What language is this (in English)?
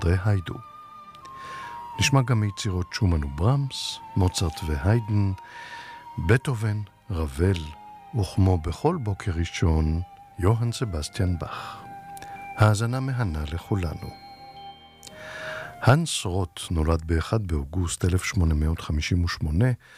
Hebrew